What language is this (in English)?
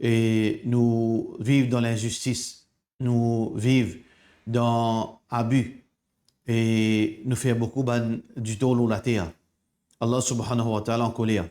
Morisyen